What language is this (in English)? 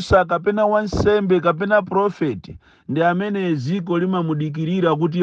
Nyanja